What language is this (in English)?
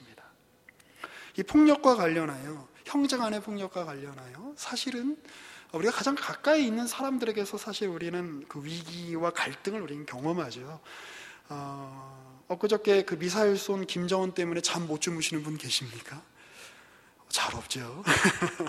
Korean